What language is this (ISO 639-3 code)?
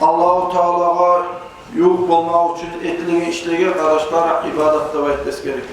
kum